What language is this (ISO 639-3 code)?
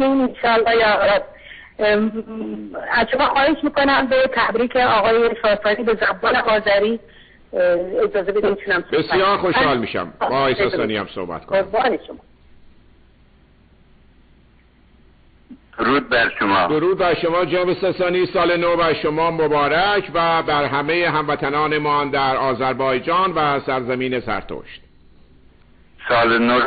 fas